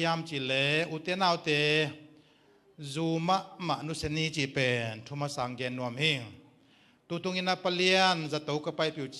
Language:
Tedim Chin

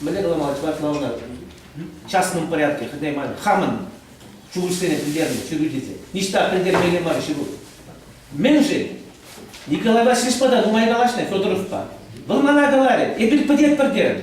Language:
Chuvash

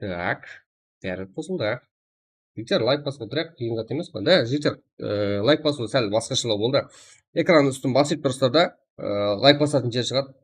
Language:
Kara-Kalpak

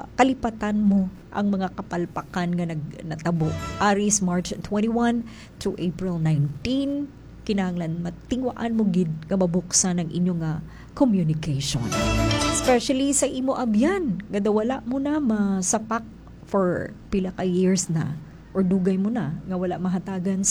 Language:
Hiligaynon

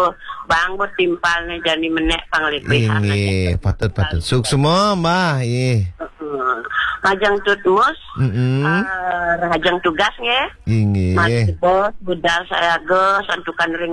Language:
Balinese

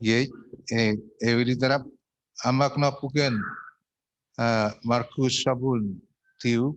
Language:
Chuukese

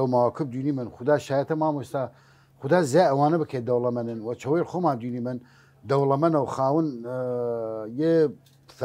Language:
Southern Kurdish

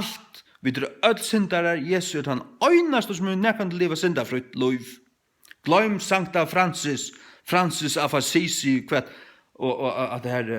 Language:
Faroese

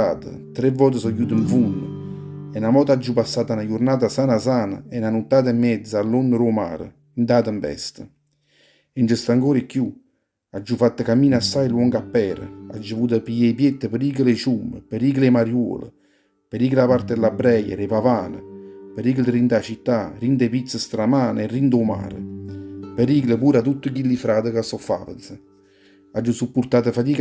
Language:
Neapolitan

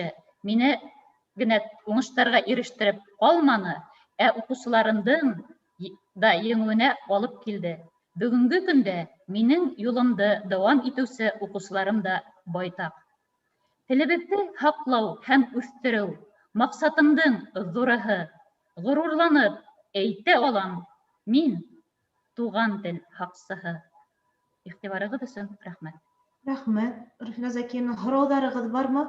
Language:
Bashkir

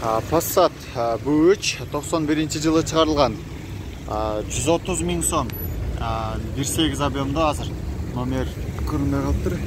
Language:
Kyrgyz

